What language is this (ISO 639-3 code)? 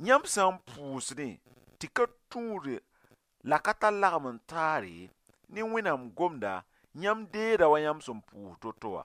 mos